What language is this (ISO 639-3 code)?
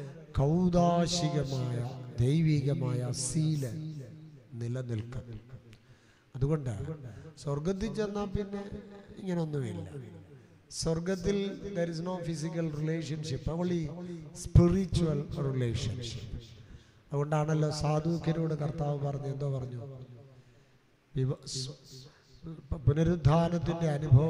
mal